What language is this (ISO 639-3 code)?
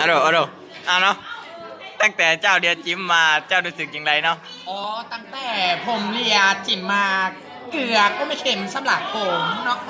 lao